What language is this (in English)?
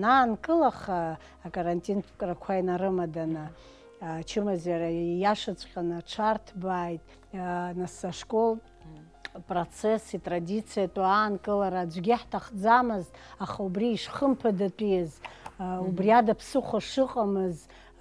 Abkhazian